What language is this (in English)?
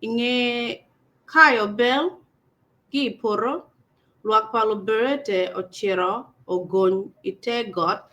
Acoli